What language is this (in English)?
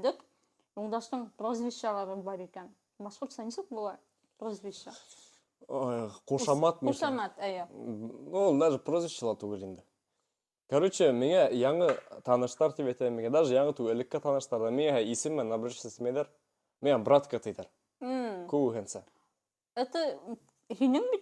Bashkir